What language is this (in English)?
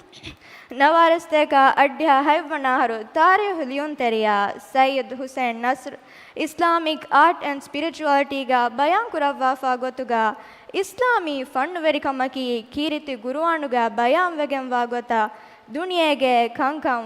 Divehi